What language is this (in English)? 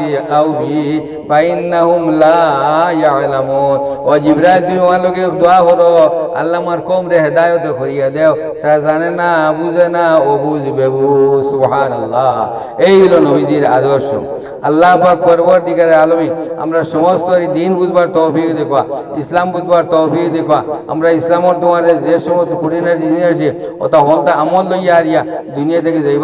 Sylheti